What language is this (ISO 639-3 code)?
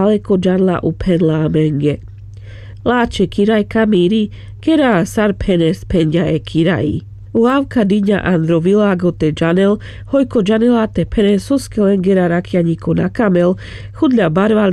rmc